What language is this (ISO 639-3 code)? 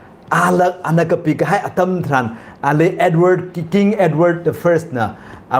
nmf